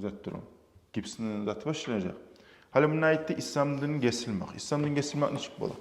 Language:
Kumyk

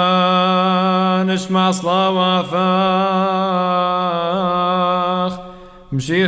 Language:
Classical Syriac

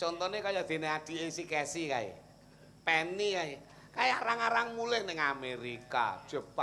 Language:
Javanese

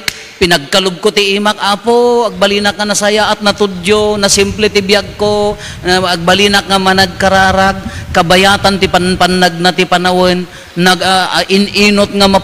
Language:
Iloko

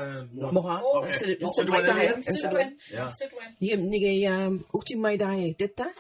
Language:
Mi'kmaw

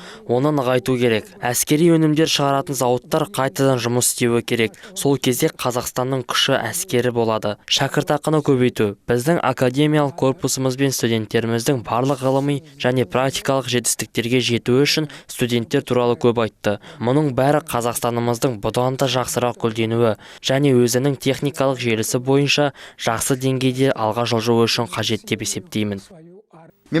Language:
Kazakh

